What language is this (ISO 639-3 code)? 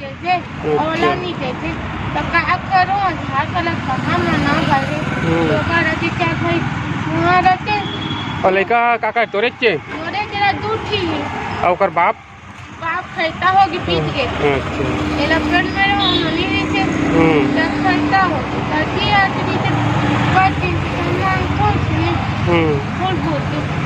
hne